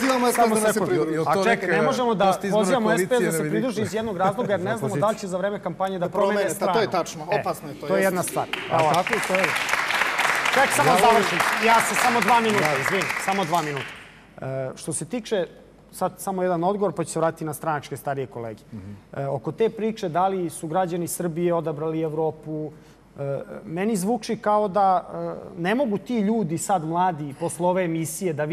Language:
Serbian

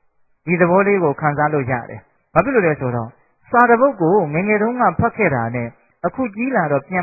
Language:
Burmese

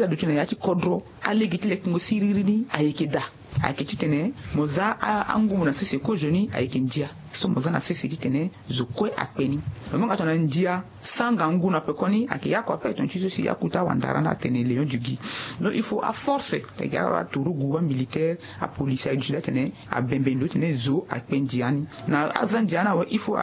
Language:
Sango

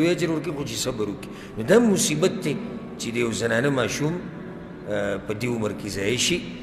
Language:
Pashto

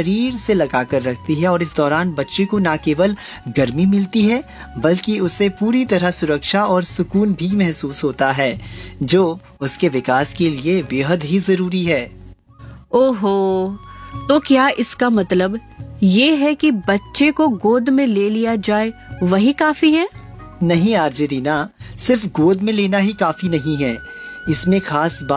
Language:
Hindi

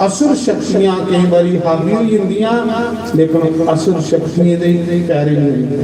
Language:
Dogri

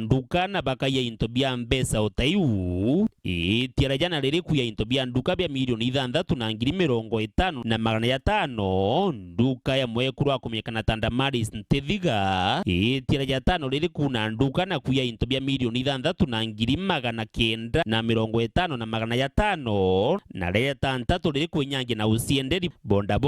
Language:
Meru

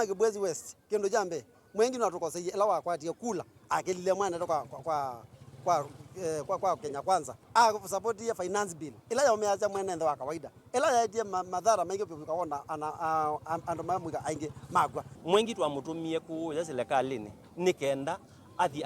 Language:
Kamba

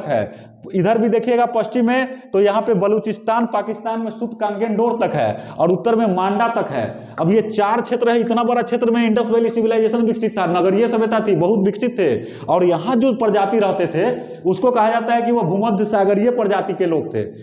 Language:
Hindi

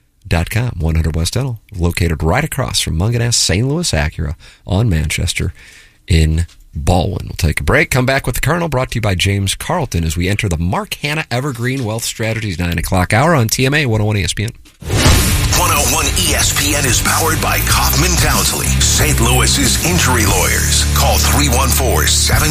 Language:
English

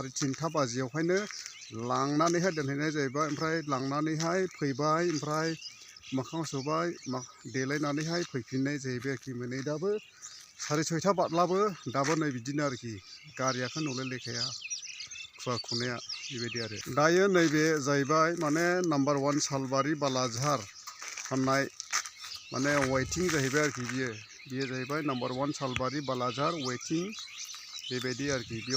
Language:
Bodo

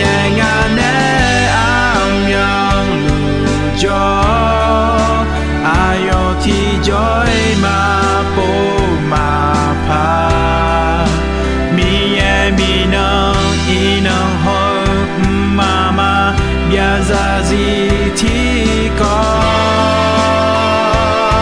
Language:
Akha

